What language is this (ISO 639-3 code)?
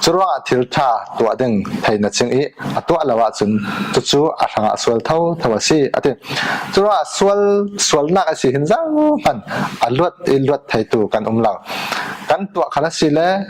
cfm